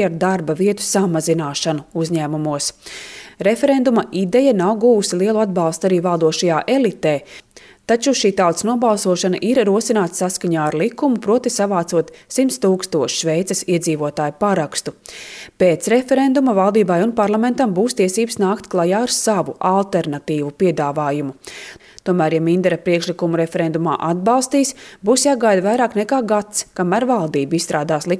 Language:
Latvian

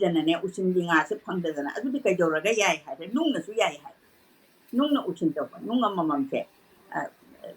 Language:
Manipuri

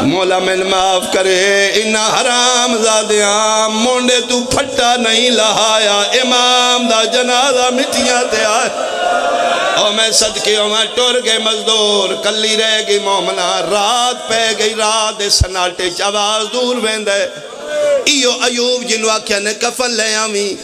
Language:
Pahari-Potwari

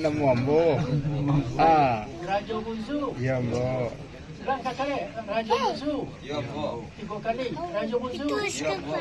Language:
Minangkabau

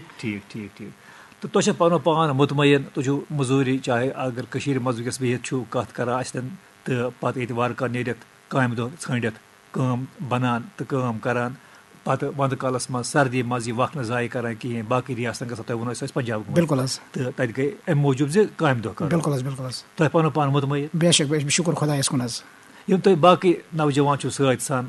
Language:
Kashmiri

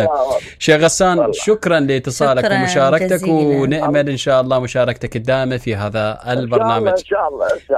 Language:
Mesopotamian Arabic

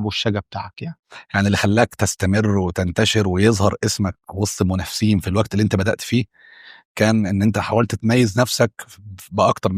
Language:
Egyptian Arabic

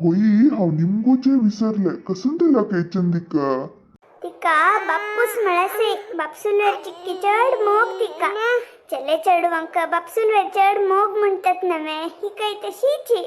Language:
Konkani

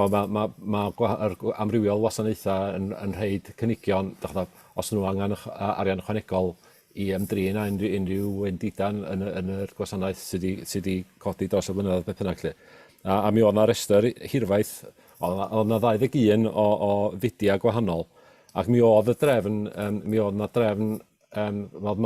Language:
Welsh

